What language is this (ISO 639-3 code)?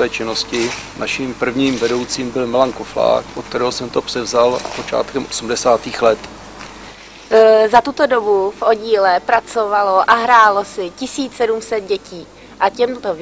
ces